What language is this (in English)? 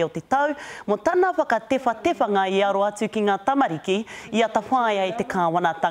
Māori